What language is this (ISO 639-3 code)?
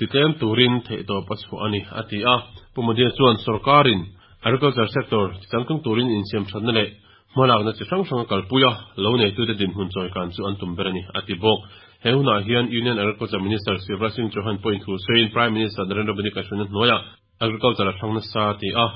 lus